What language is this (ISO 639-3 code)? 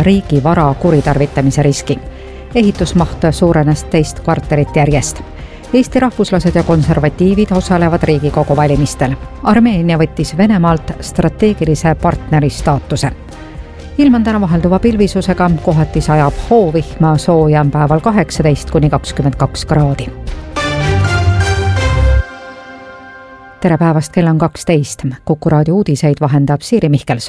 est